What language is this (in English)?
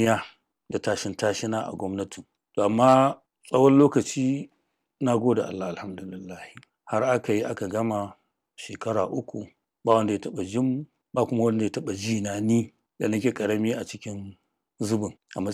Hausa